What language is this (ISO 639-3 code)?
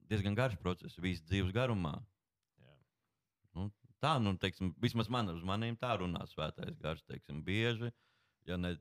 lav